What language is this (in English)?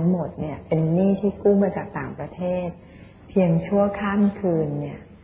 Thai